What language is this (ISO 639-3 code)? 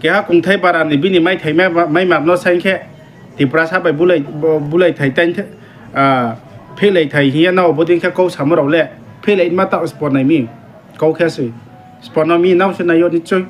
ria